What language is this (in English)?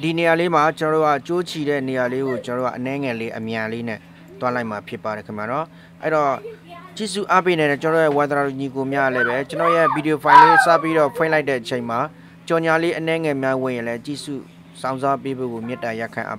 Burmese